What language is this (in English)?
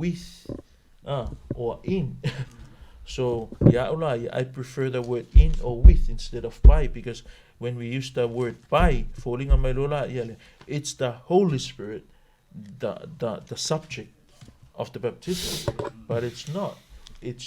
Samoan